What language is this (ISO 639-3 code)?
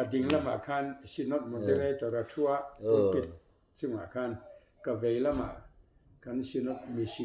lus